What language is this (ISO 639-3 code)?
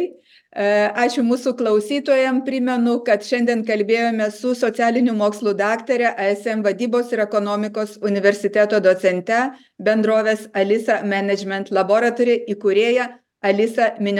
lit